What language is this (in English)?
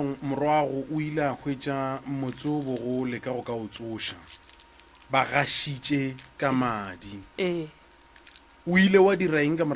Northern Sotho